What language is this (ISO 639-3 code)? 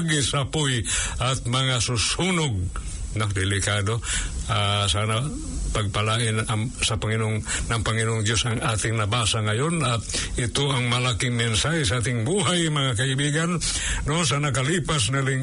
fil